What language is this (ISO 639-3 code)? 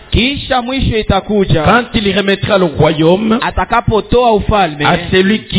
swa